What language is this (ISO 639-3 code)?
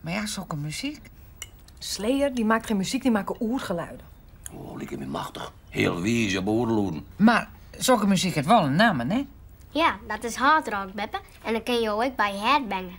fry